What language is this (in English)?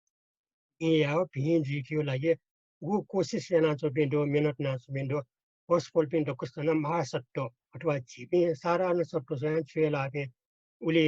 Newari